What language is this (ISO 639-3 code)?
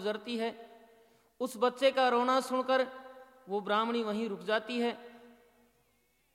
hin